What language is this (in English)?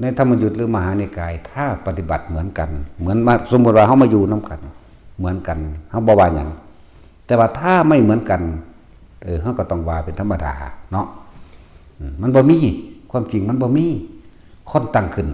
Northeastern Thai